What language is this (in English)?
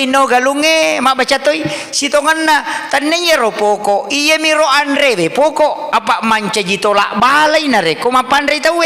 Buginese